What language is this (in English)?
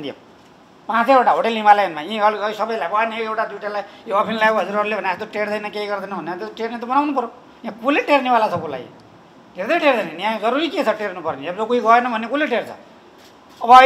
Nepali